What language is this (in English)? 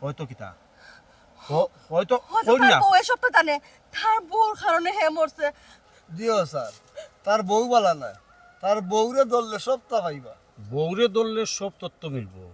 Sylheti